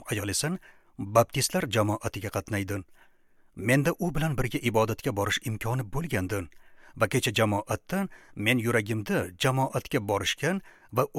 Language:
Uzbek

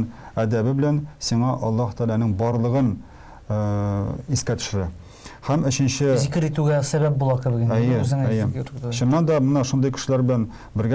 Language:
Tatar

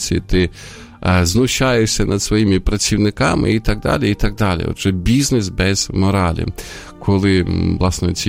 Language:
Ukrainian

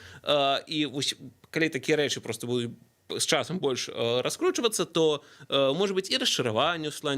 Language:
Belarusian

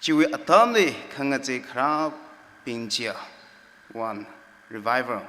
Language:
Tangkhul Naga (India)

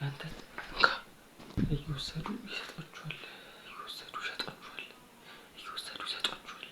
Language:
Amharic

